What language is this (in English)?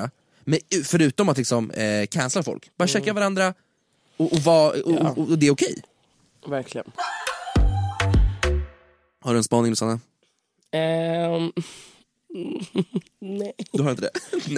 Swedish